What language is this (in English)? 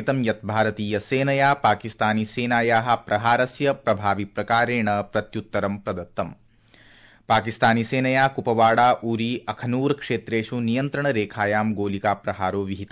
Sanskrit